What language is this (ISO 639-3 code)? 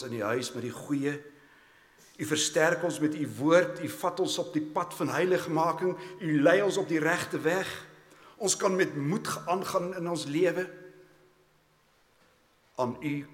afr